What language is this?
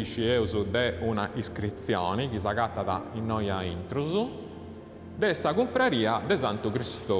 Sardinian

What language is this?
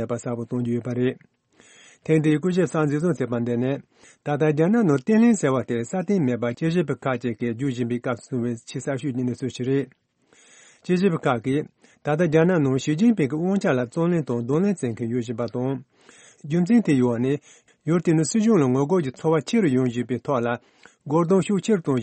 Tibetan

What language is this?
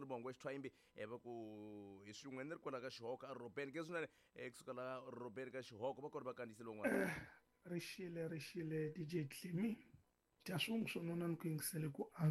Tsonga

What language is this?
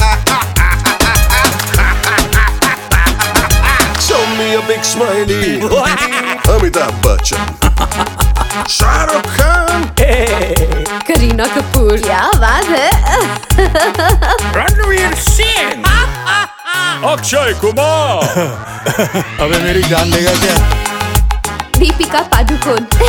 Hindi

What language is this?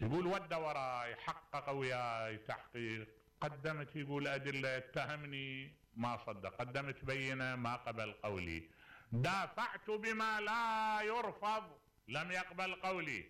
Mesopotamian Arabic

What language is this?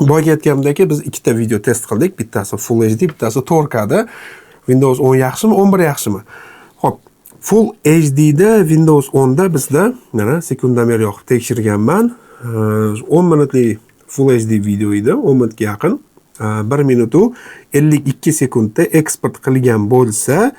Uzbek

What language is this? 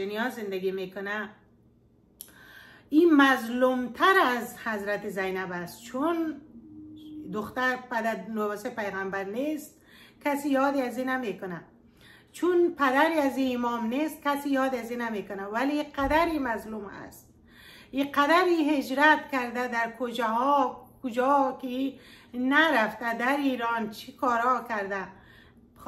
Persian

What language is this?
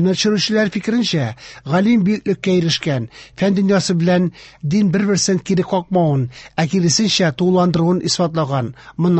Tatar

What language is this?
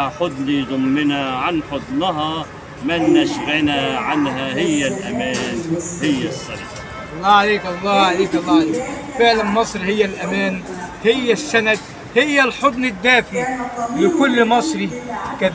Egyptian Arabic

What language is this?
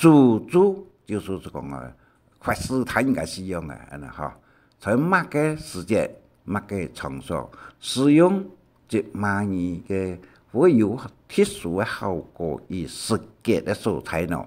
Hakka Chinese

